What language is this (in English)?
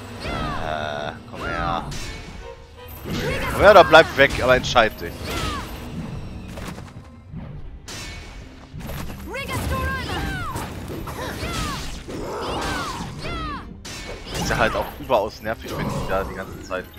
German